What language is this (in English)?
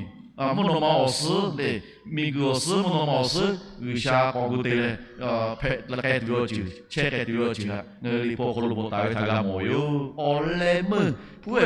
Lahu